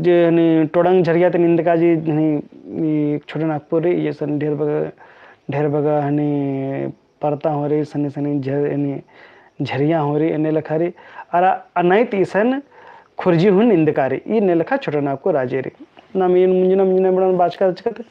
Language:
Kurukh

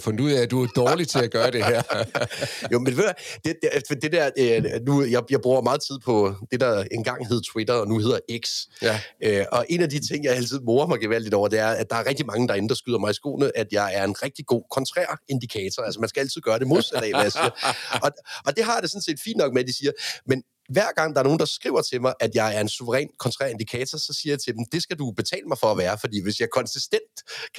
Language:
Danish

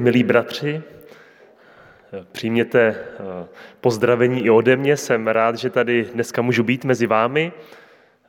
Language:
Czech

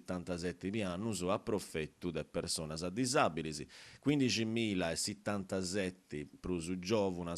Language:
Sardinian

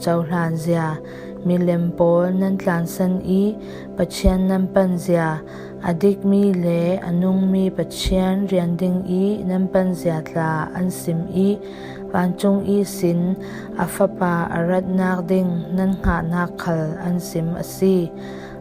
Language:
Falam Chin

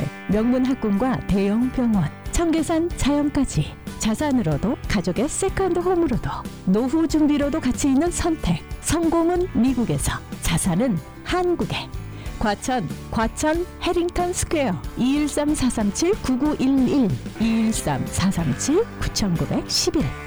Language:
Korean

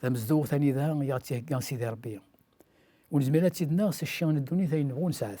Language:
Kabyle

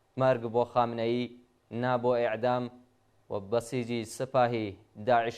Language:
Central Kurdish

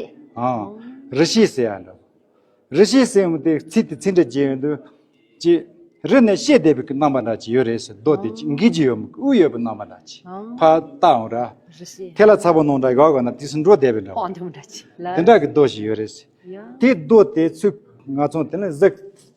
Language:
Tibetan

